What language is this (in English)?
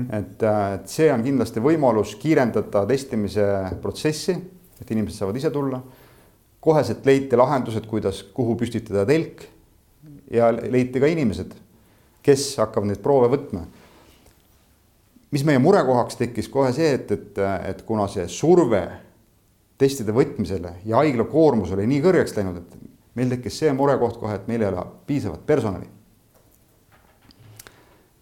Estonian